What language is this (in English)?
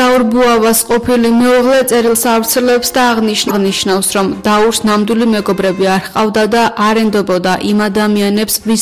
Georgian